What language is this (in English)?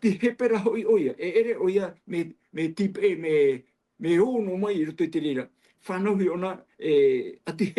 Tahitian